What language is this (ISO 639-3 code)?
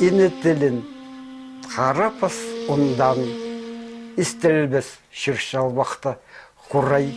kjh